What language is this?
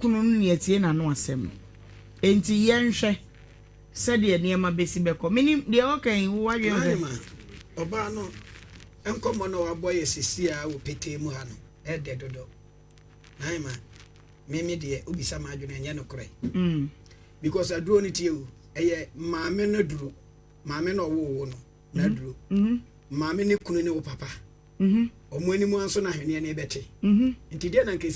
Akan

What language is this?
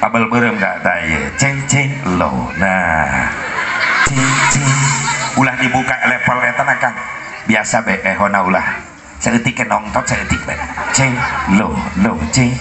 Sundanese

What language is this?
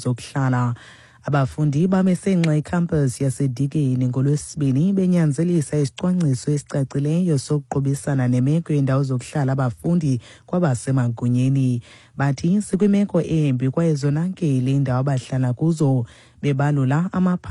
Xhosa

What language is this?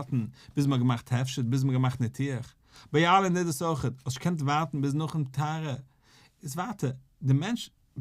Yiddish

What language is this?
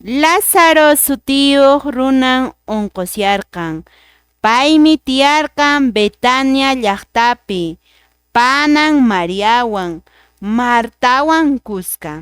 Quechua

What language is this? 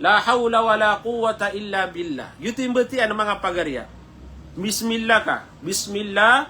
Maranao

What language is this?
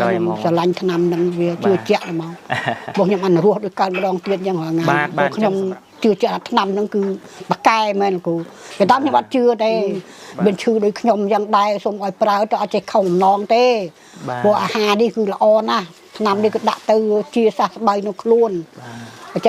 Khmer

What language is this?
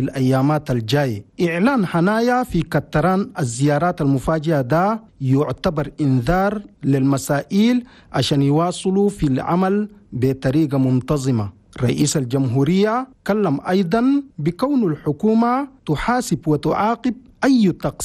Chadian Arabic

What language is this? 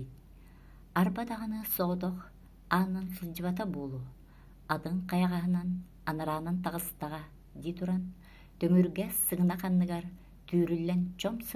Yakut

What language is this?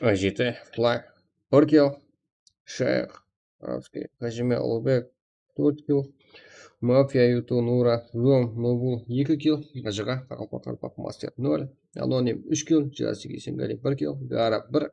Kara-Kalpak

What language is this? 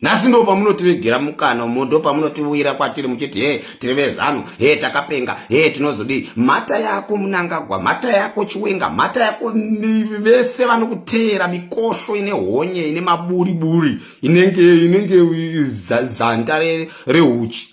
Shona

